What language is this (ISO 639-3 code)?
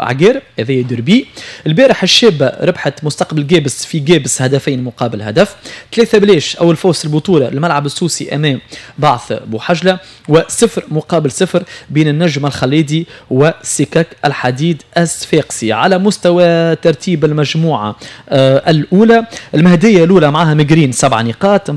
aeb